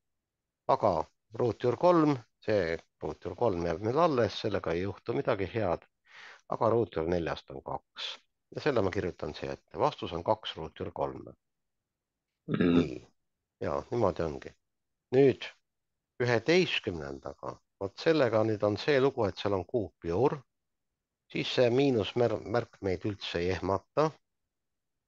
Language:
Estonian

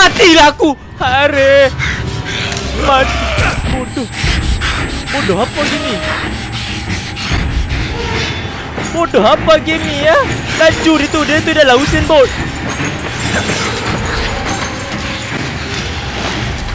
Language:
Malay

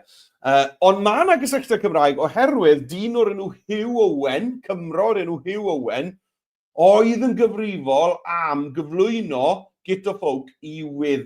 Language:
Welsh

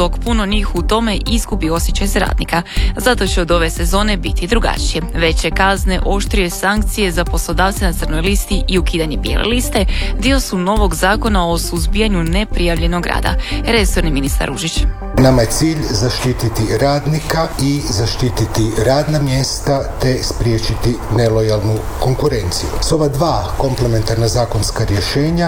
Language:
Croatian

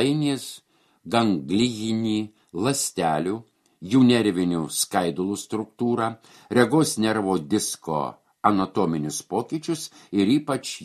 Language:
Lithuanian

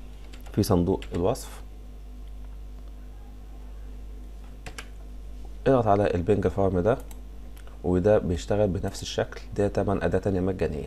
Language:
Egyptian Arabic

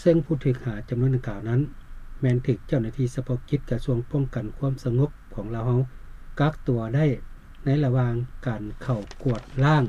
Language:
Lao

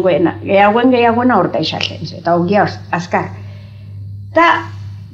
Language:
Basque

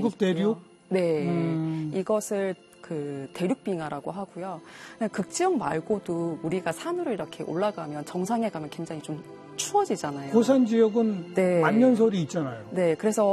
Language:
Korean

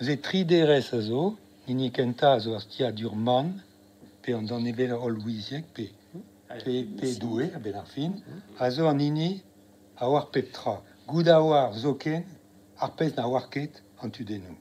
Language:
Breton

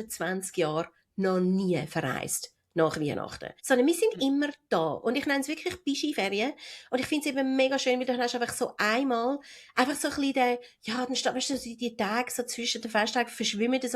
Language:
Swiss German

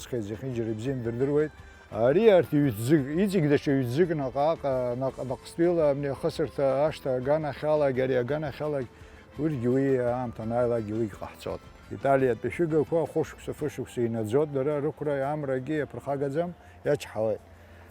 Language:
Abkhazian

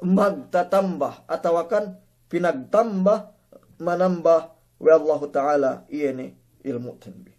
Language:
Yakan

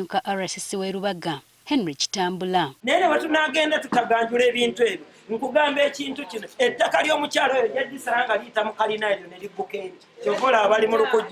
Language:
Ganda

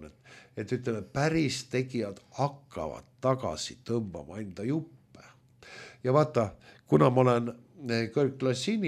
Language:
Estonian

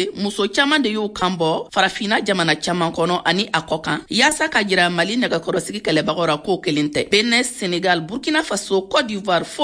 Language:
Bambara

